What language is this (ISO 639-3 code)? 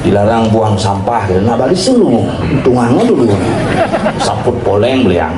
ban